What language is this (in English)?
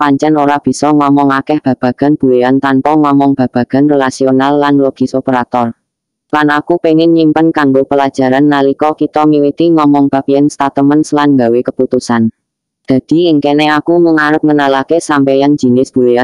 Javanese